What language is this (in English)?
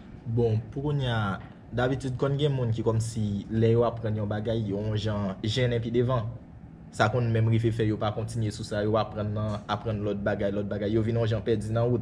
Haitian Creole